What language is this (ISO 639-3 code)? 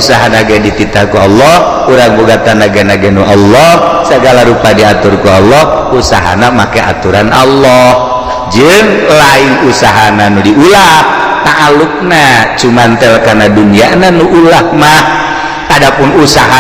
sun